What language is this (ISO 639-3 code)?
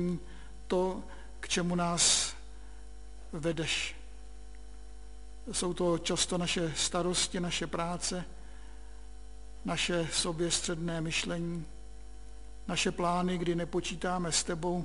ces